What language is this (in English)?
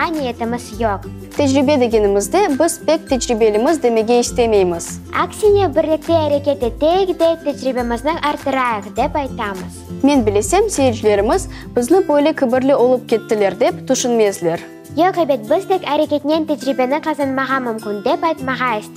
Crimean Tatar